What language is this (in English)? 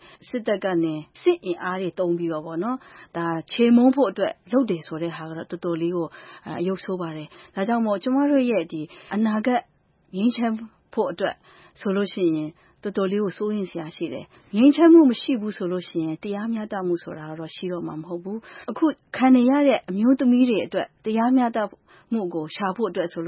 Burmese